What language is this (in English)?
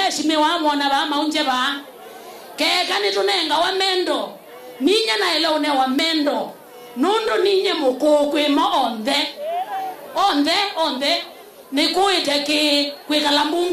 Kamba